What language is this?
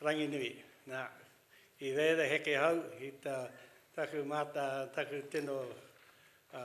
Māori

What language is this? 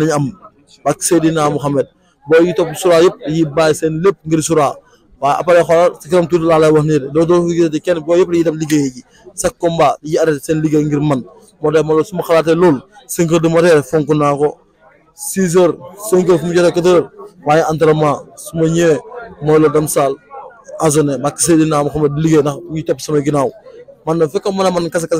Wolof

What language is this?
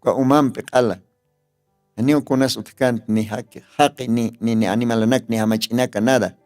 Aymara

